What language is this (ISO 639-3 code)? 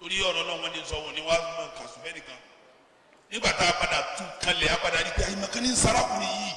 yor